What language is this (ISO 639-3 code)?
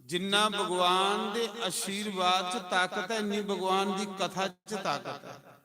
doi